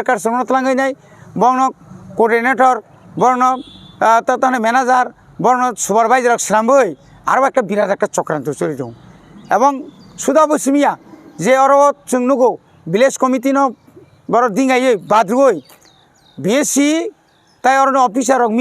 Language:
Kok Borok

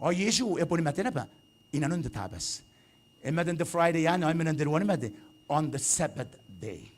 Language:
Gilbertese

